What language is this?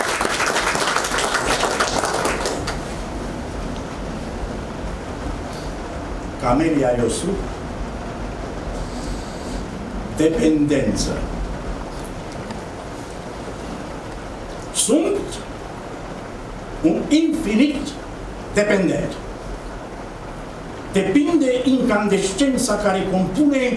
Romanian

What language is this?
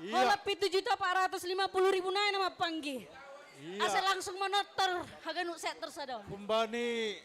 Batak Simalungun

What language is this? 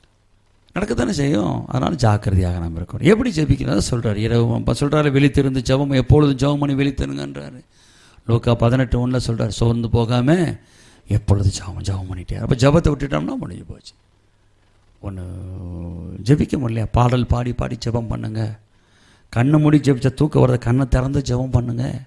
Tamil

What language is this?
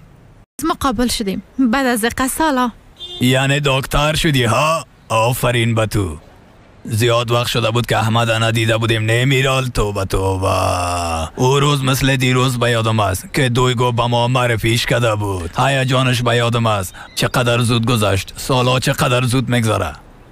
Persian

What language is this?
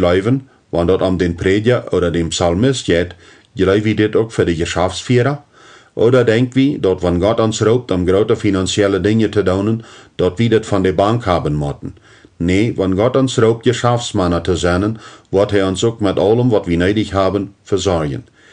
Plautdietsch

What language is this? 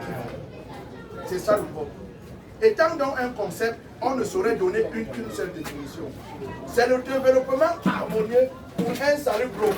Basaa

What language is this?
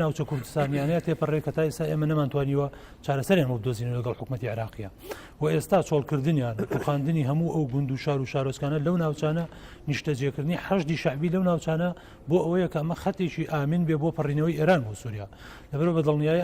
Central Kurdish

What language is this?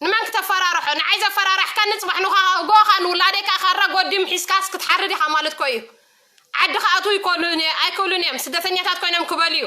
Tigrinya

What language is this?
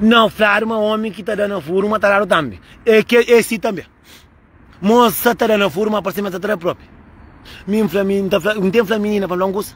Kabuverdianu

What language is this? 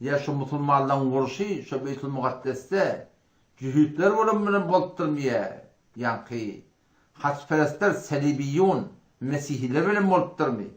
Turkmen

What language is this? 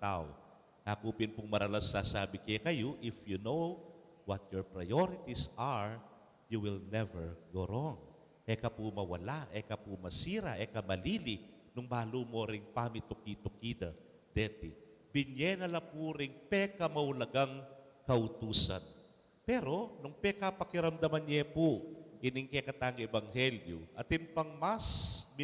Pampanga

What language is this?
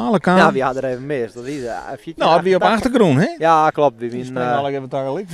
Western Frisian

